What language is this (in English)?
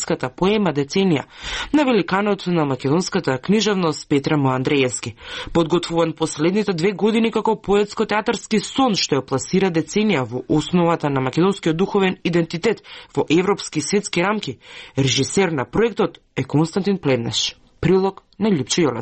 Macedonian